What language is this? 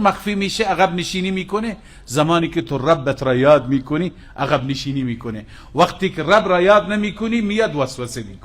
Persian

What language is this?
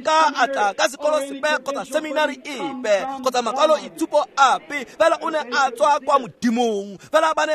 Tswana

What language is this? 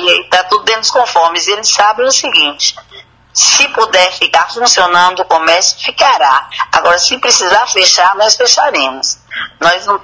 Portuguese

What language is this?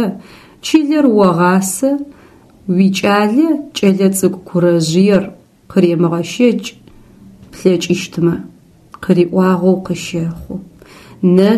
Adyghe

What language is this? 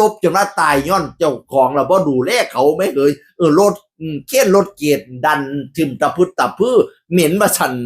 Northeastern Thai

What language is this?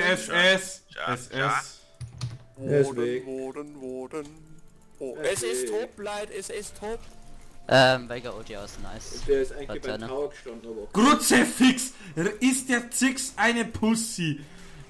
Bavarian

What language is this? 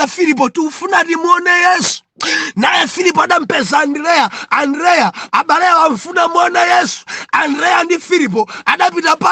Nyanja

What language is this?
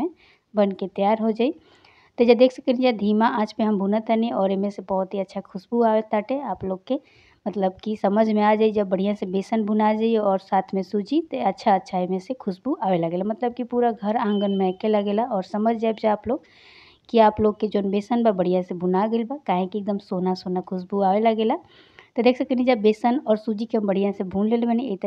Bhojpuri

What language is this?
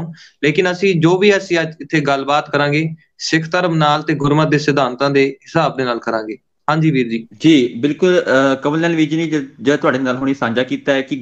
Punjabi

